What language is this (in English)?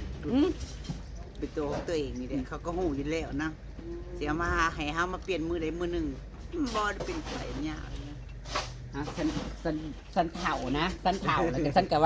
Northeastern Thai